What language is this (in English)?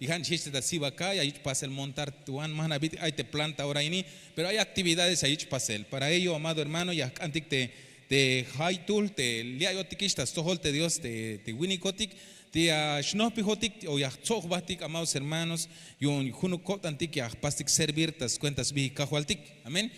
Tzeltal